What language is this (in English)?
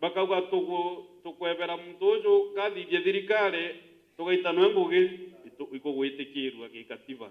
Meru